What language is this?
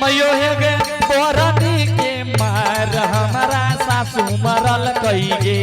Angika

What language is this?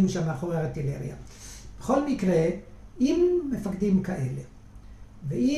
Hebrew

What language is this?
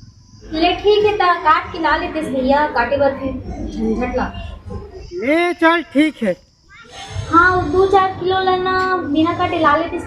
Chhattisgarhi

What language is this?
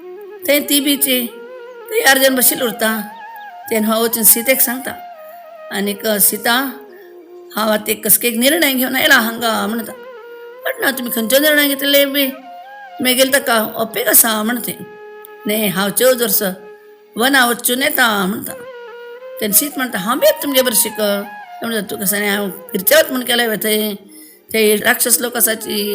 Konkani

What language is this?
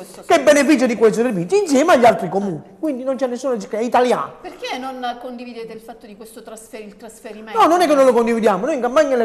Italian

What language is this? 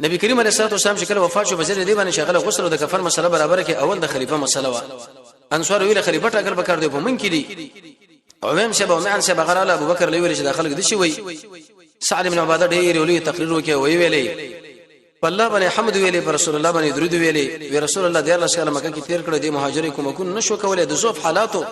Pashto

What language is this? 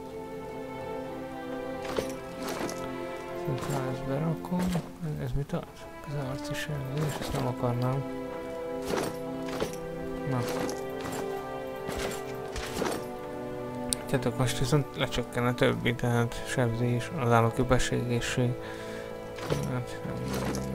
Hungarian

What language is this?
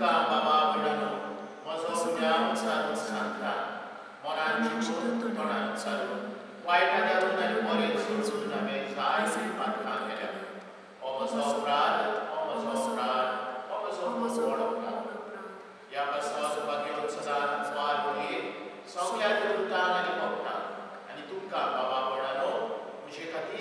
Konkani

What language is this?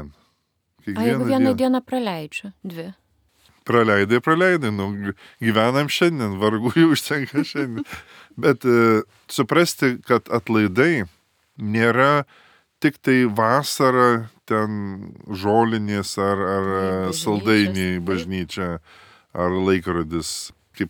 Lithuanian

